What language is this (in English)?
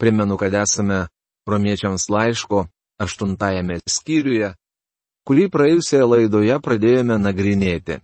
Lithuanian